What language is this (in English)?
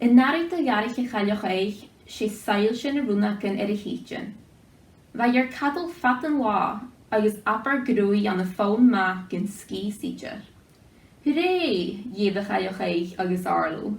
Scottish Gaelic